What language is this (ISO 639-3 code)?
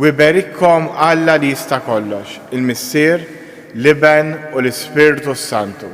mlt